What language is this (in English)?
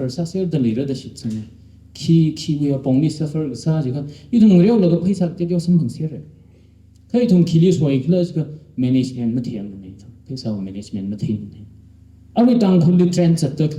Tangkhul Naga (India)